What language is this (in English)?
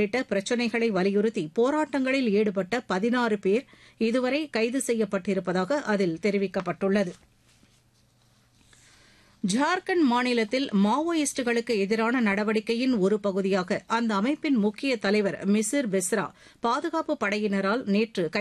Tamil